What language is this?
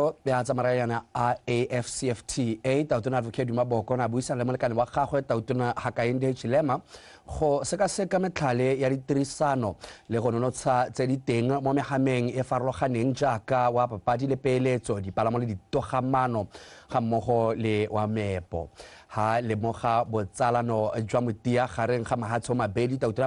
Tswana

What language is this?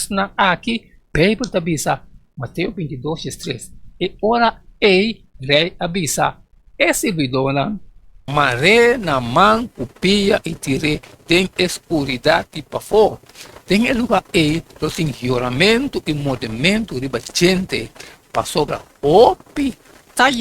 Papiamento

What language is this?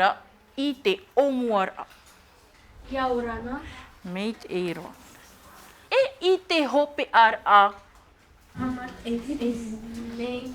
Tahitian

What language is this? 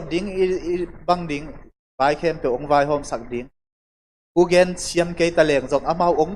Tedim Chin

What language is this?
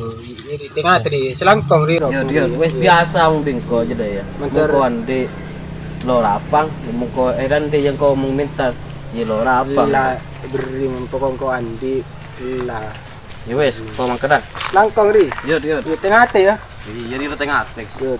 Madurese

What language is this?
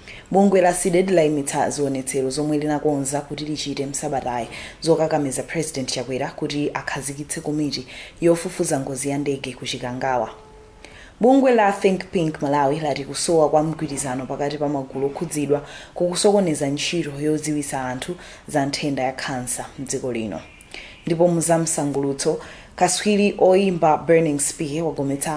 Nyanja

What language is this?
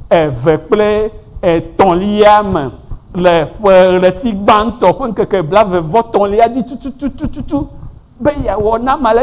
Ewe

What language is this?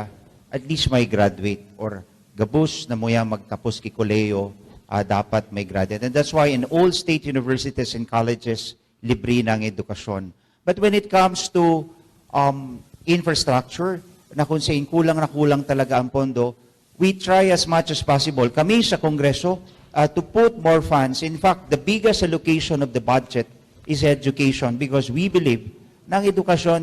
Bikol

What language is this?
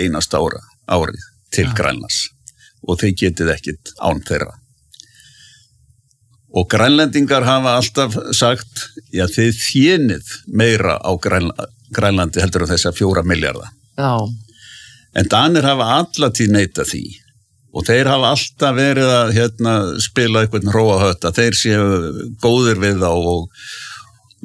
Icelandic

